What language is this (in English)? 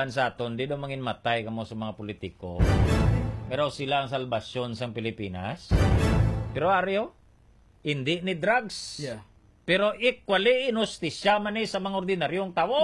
Hiligaynon